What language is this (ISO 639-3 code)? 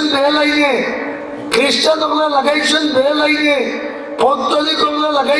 syl